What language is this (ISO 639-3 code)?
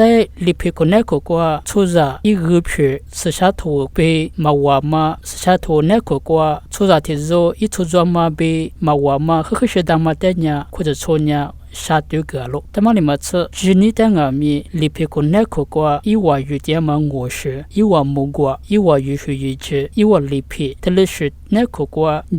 lis